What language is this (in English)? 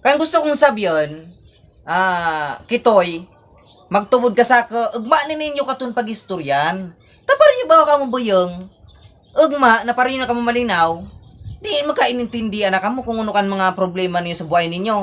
Bikol